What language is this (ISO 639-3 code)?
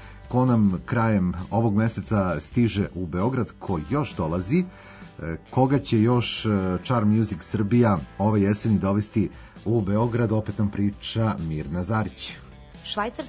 srp